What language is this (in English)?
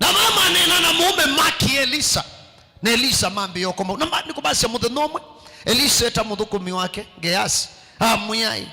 Kamba